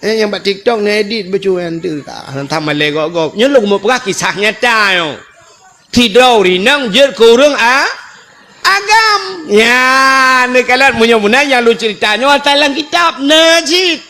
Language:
Achinese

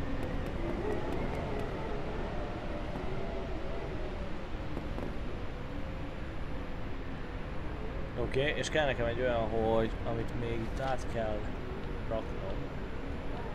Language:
Hungarian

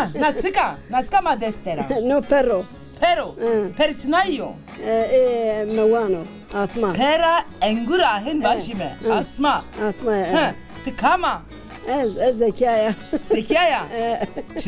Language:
Zaza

